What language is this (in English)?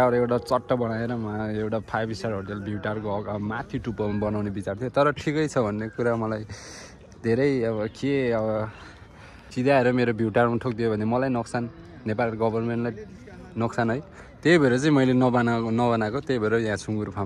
Nepali